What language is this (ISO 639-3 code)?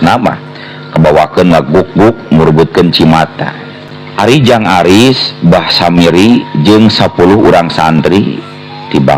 sun